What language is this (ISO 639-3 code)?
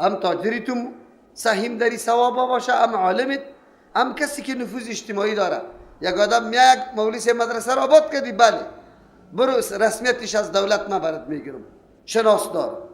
fas